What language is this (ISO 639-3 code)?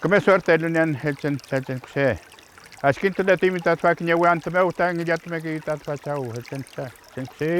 arn